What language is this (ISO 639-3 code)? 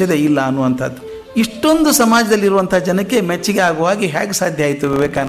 kan